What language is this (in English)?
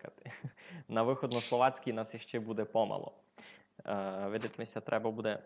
Rusyn